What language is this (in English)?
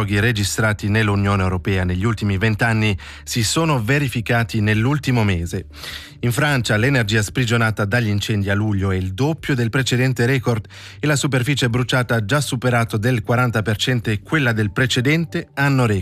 Italian